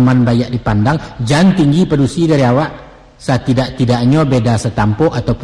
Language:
Minangkabau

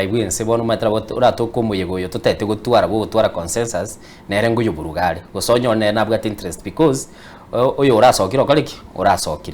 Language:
Gusii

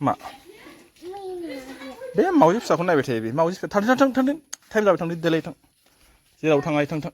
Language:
Bodo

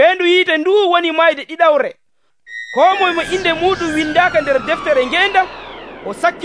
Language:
Nigerian Fulfulde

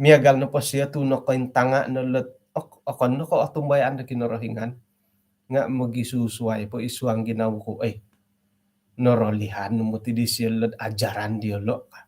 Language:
Central Dusun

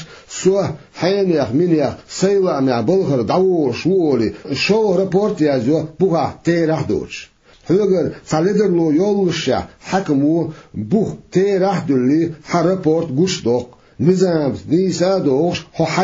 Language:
Chechen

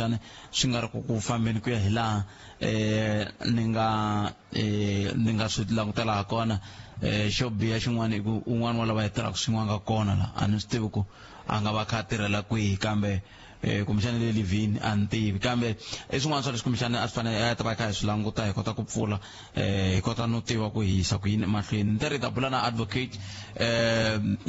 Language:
Tsonga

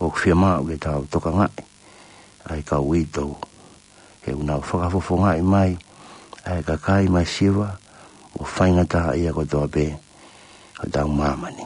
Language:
Tongan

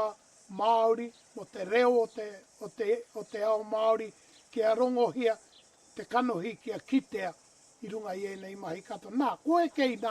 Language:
Māori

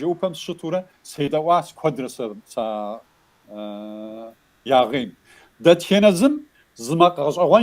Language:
Kabardian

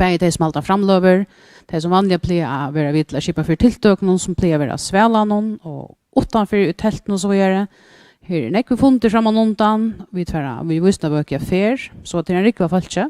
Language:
Faroese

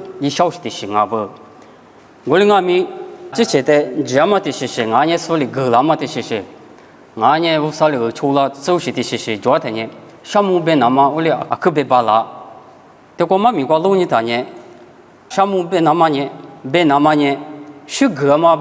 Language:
Lisu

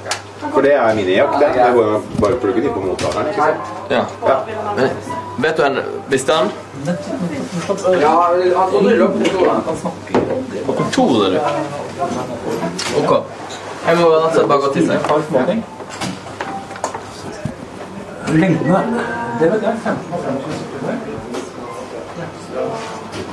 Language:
Norwegian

